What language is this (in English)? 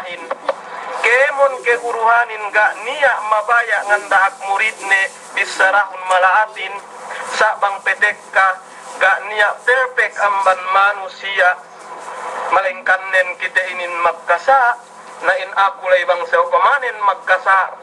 Yakan